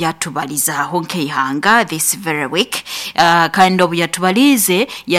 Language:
Nyoro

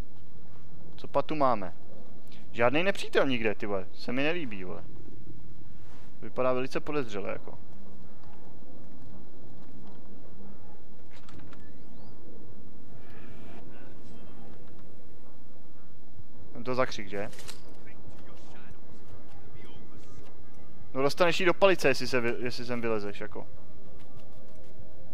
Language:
Czech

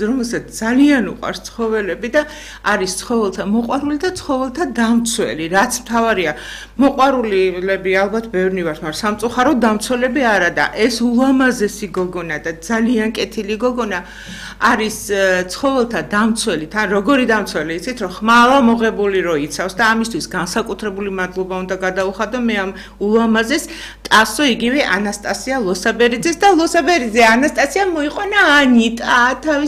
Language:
Georgian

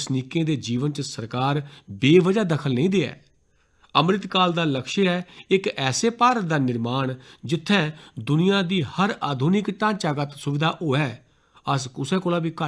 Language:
Dogri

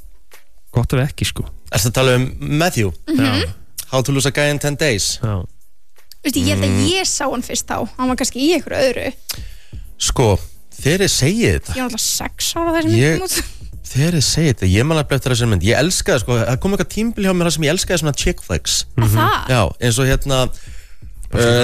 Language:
Icelandic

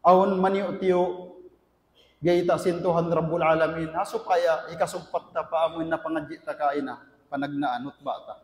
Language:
Tausug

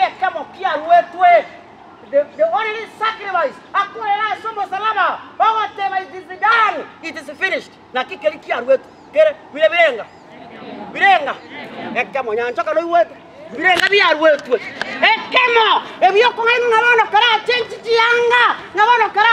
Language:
Gusii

